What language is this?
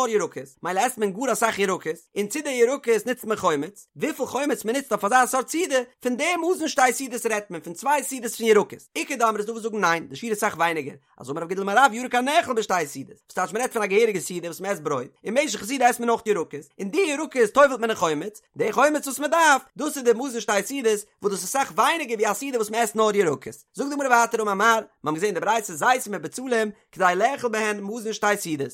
Yiddish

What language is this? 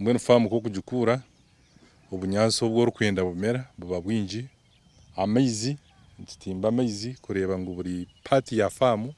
Nyankole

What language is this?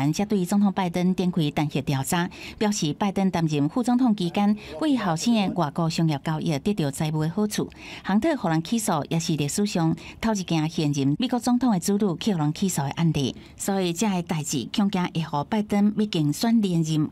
Min Nan Chinese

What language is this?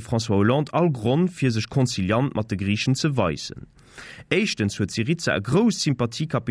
Luxembourgish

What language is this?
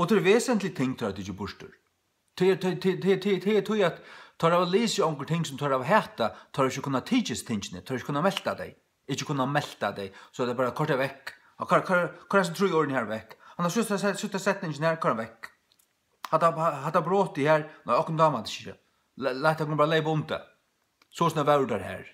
Faroese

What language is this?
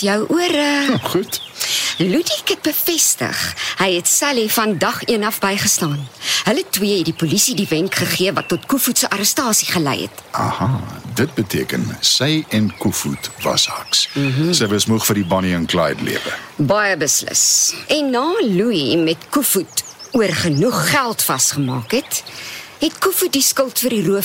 Afrikaans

